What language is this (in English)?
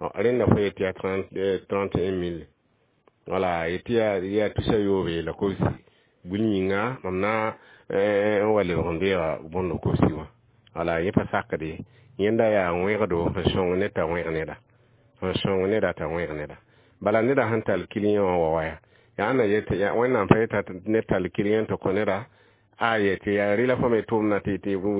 Mossi